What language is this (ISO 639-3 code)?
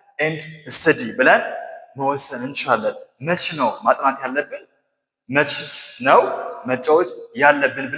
amh